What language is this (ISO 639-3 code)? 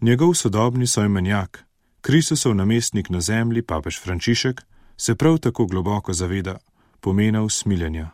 slv